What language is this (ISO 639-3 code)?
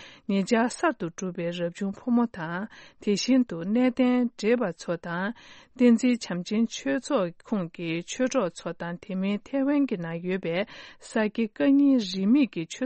bod